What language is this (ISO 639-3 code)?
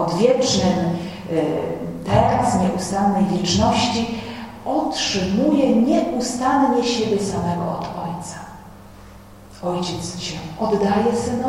pol